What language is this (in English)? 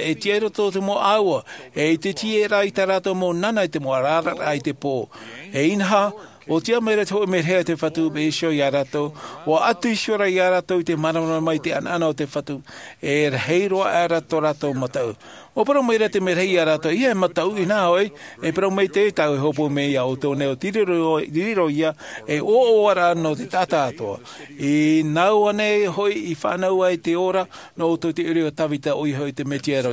Tahitian